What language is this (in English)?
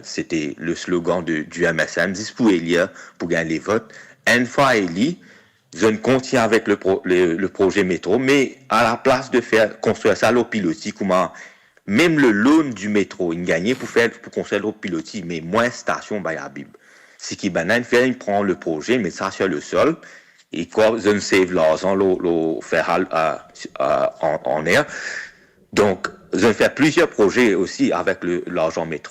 Morisyen